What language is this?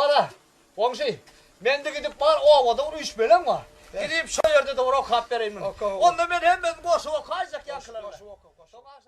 Turkmen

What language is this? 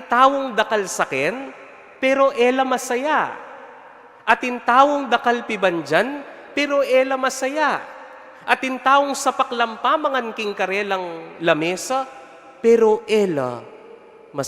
Pampanga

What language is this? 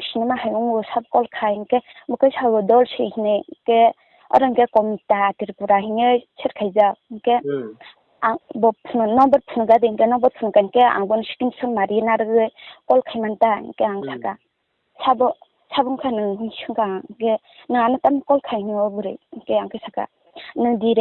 Kok Borok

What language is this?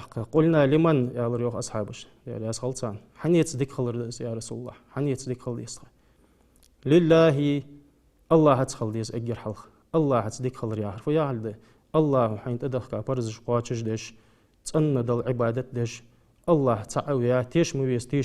Ingush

